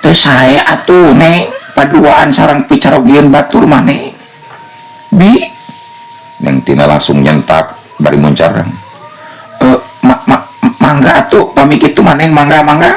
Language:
Sundanese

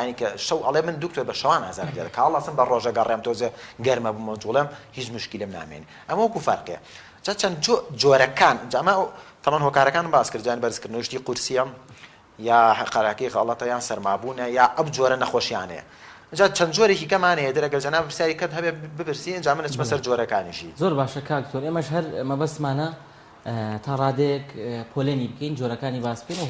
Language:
Central Kurdish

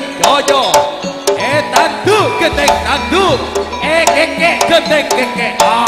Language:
Madurese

